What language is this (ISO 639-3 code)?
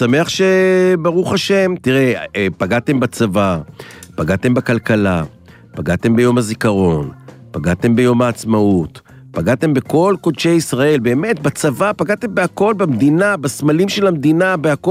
heb